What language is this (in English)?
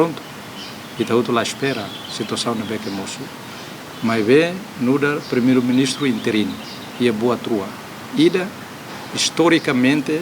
Tetum